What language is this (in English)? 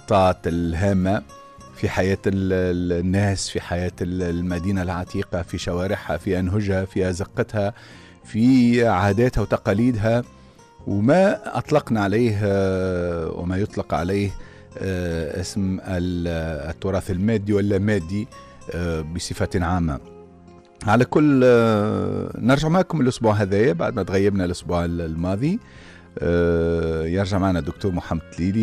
Tunisian Arabic